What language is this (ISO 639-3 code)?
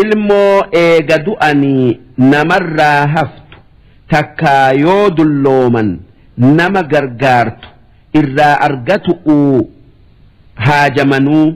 orm